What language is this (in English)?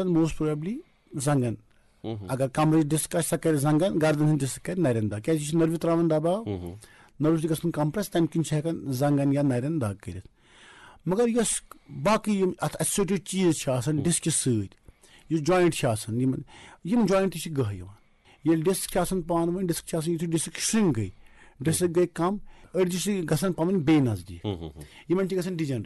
Kashmiri